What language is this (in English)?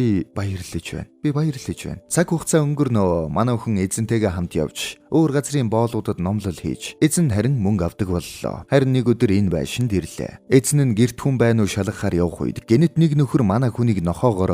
Mongolian